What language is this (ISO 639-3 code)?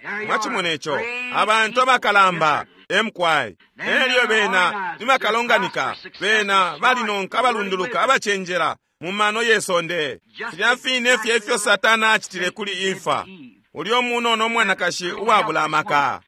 bem